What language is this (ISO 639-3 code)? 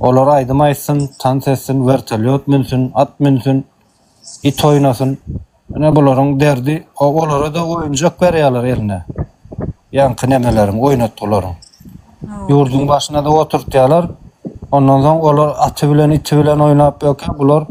tuk